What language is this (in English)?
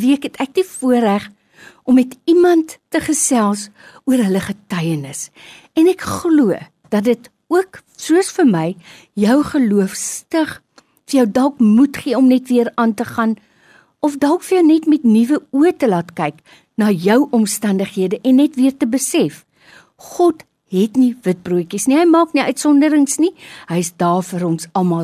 Afrikaans